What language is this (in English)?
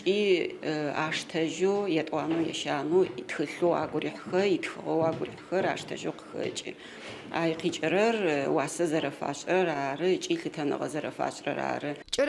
Adyghe